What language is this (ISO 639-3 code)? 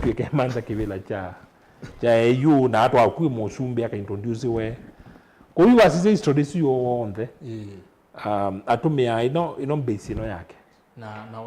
kam